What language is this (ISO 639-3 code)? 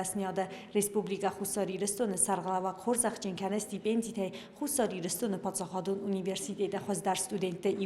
oss